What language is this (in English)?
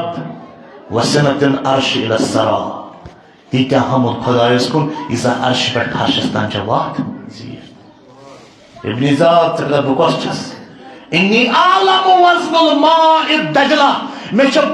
Kashmiri